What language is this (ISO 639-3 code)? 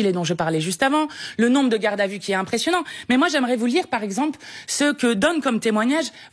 fra